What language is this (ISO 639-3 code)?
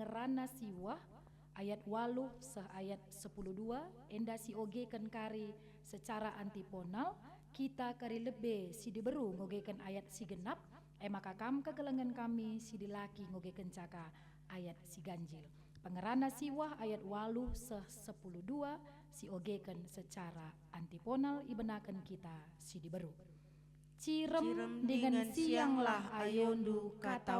btx